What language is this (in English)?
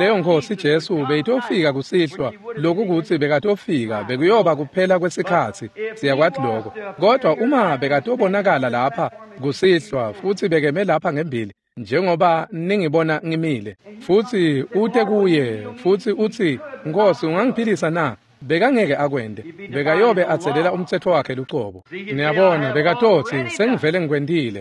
Swati